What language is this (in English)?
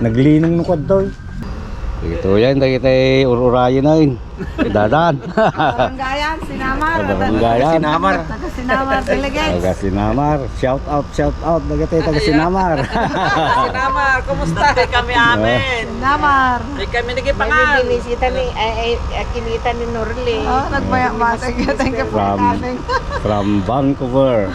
Iloko